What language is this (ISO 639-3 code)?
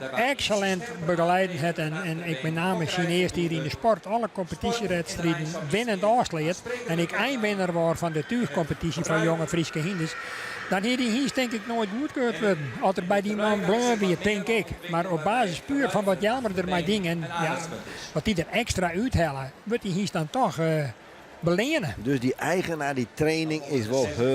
fry